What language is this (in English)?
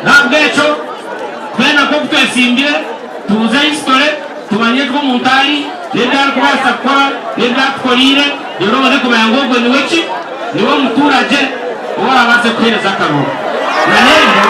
Nyankole